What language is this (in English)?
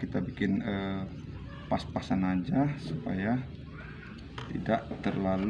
Indonesian